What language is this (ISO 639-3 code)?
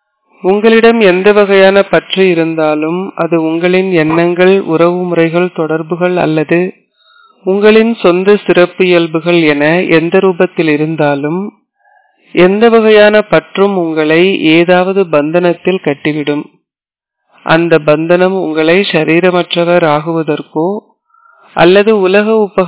tam